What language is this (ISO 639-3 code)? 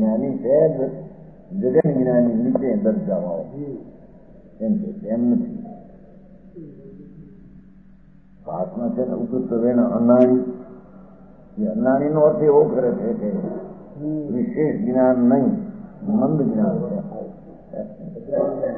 guj